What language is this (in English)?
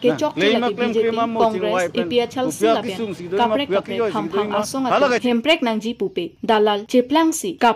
Karbi